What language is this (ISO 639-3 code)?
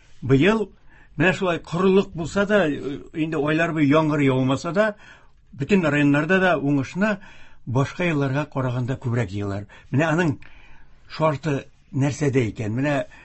tat